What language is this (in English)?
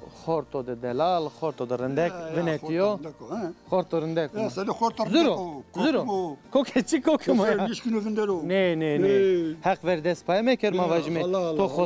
Zaza